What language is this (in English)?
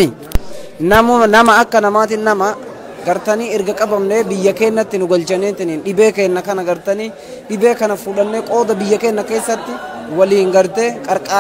Oromo